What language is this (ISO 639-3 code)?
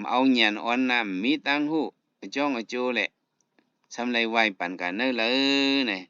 shn